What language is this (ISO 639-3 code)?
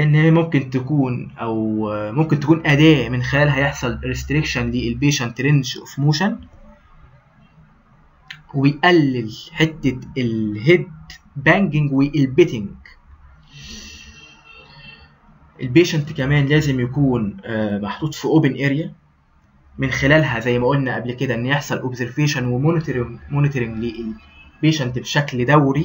arz